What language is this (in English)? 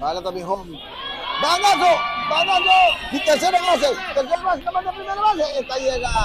Papiamento